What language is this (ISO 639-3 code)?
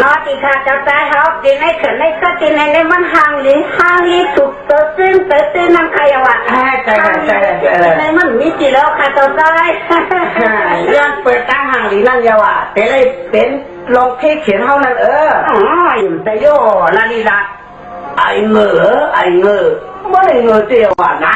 shn